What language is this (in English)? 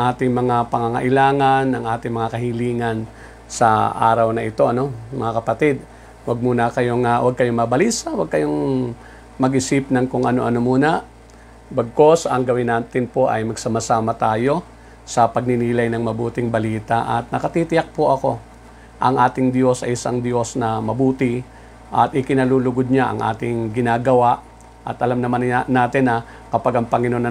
Filipino